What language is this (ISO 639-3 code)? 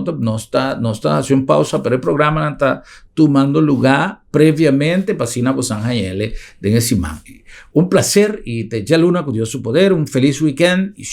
pap